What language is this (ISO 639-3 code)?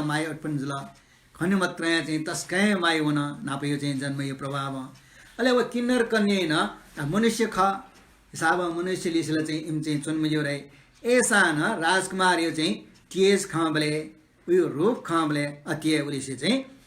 new